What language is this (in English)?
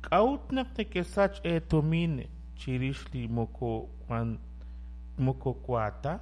Kekchí